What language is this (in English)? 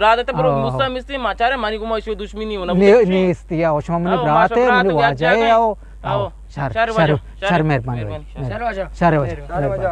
Eastern Balochi